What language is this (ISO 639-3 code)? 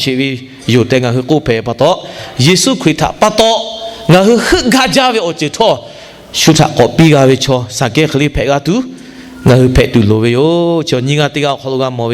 lhu